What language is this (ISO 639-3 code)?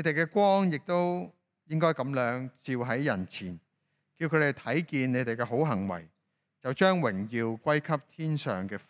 yue